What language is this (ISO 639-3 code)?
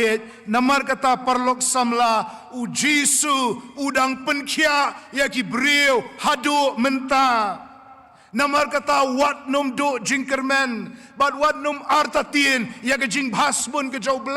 kha